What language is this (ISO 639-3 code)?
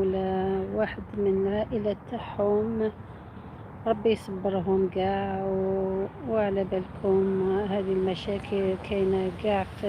arq